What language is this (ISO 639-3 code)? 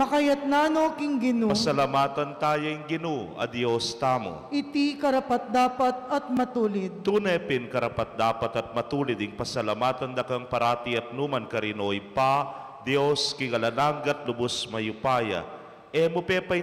pam